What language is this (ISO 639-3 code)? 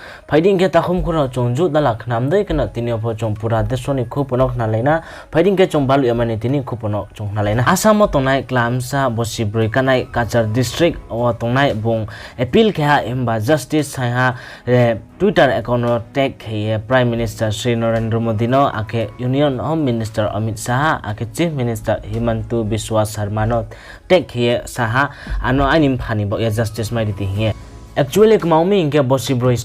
ria